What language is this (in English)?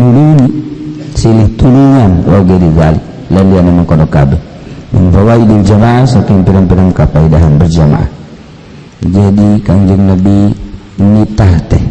Sundanese